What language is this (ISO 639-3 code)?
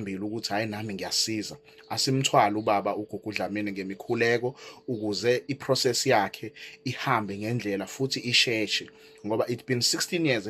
zul